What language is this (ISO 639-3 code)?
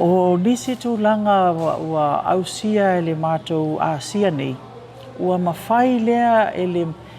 smo